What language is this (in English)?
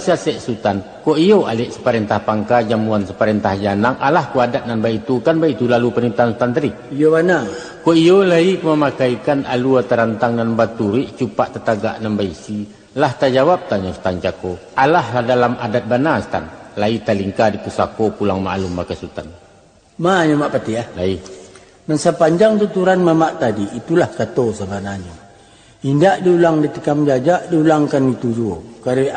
Minangkabau